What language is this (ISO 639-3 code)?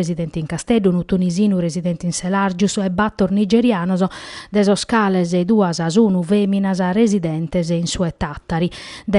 srd